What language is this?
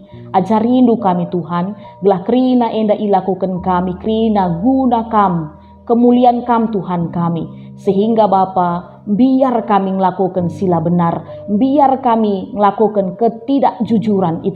Batak Karo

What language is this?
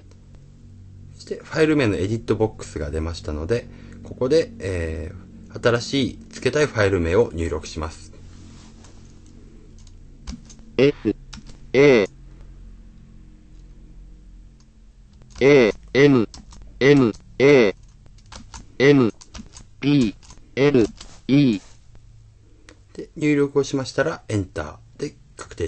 Japanese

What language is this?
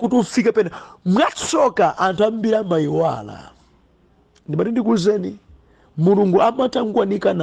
Nyanja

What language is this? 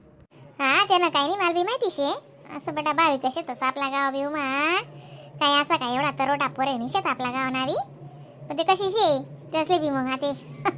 Khandesi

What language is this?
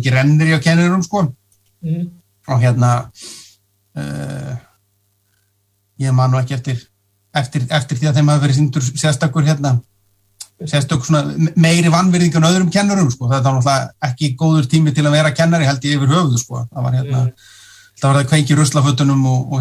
Icelandic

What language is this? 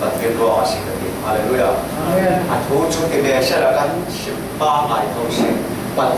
Falam Chin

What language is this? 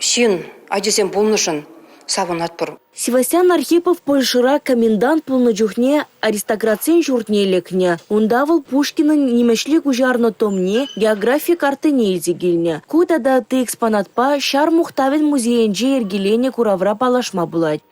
Chuvash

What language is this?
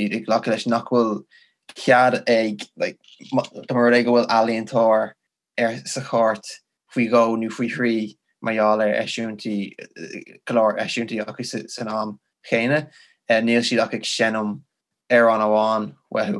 Irish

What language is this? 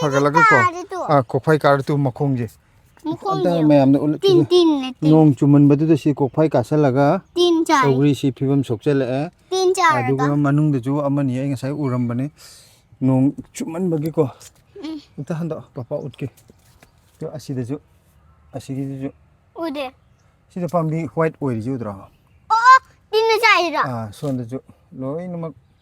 Manipuri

